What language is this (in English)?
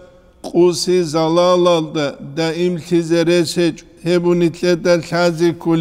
Avaric